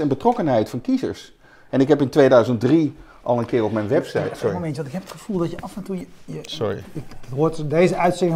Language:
Dutch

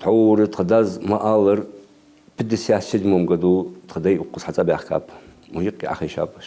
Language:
Ingush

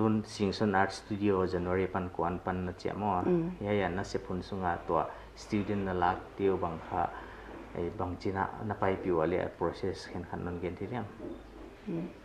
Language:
Paite Chin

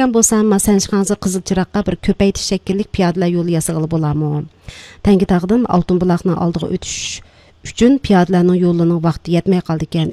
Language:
Uyghur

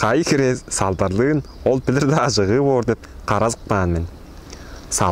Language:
Tuvinian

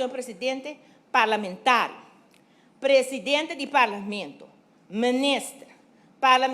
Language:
Papiamento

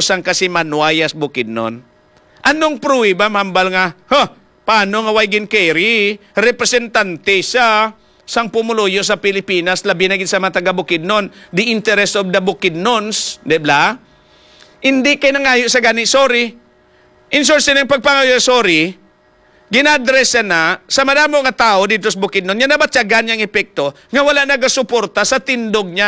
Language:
Hiligaynon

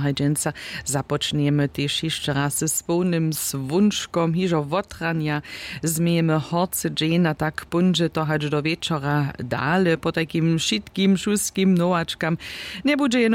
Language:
Upper Sorbian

